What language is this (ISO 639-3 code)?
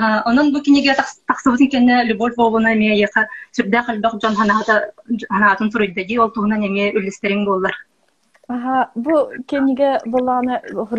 sah